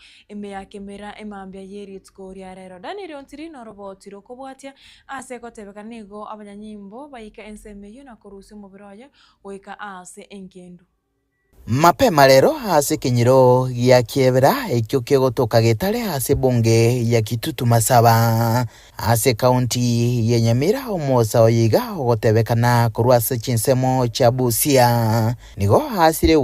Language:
Gusii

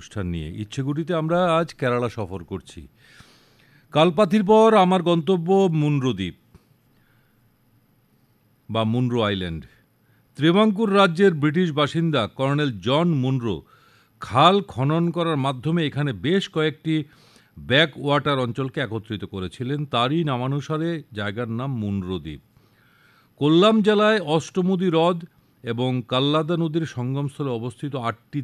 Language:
Bangla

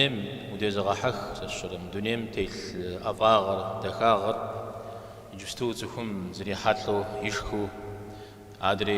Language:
Kabardian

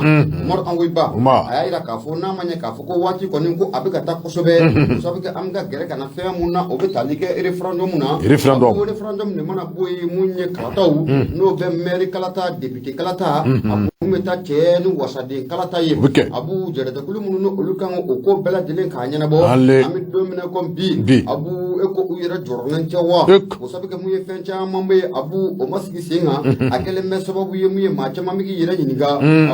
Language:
Bambara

